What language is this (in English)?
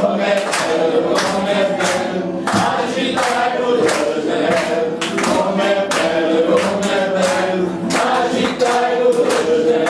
Neapolitan